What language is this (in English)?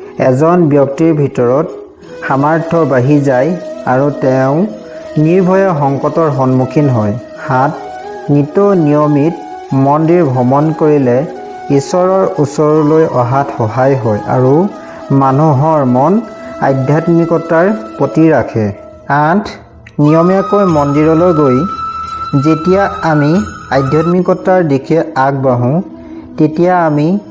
Assamese